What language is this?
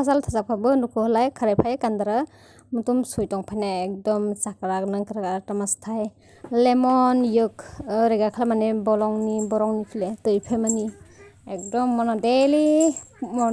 Kok Borok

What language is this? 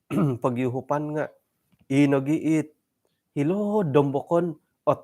Central Dusun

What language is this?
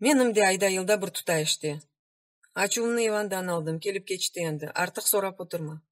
Crimean Tatar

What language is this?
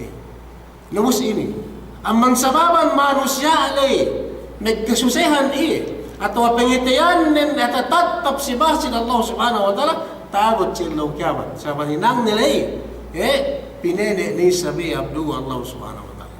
Yakan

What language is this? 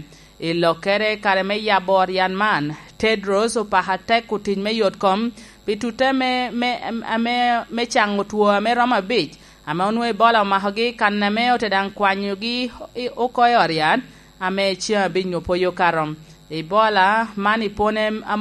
Lango (Uganda)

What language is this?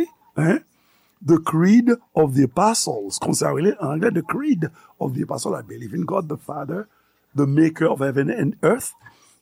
Haitian Creole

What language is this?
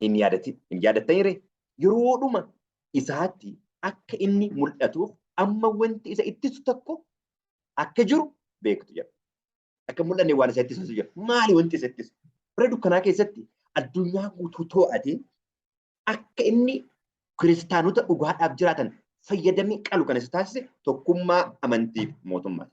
Oromo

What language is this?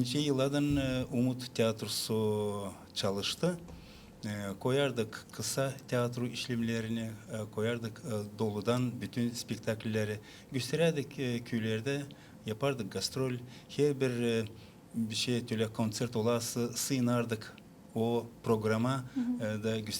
Gagauz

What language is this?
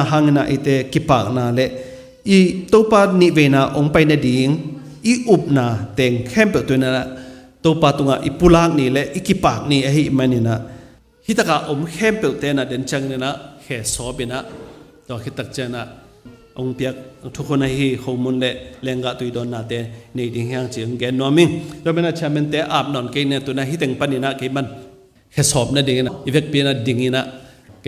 Tedim Chin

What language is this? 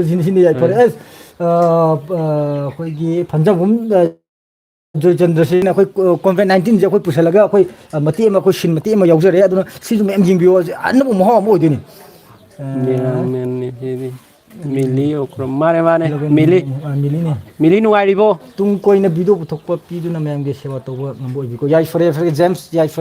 Manipuri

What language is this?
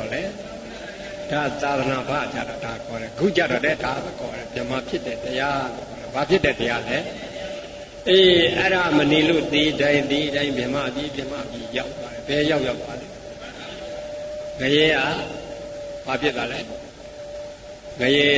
Burmese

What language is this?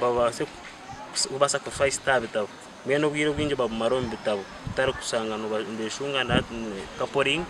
Nyankole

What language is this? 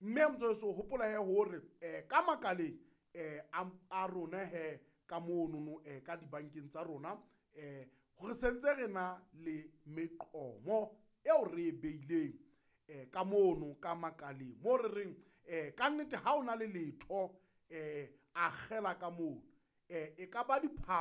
Southern Sotho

